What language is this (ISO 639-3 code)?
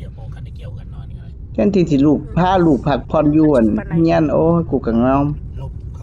tts